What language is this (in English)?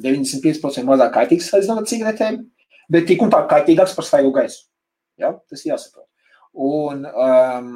Latvian